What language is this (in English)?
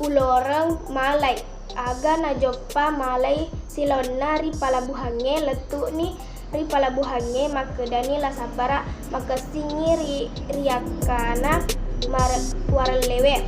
Buginese